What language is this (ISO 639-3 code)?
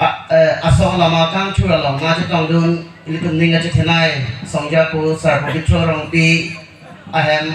mjw